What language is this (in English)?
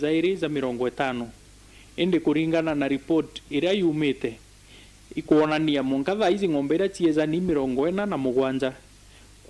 Meru